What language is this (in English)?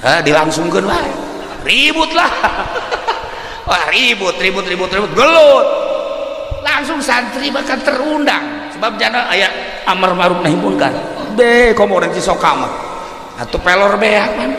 Sundanese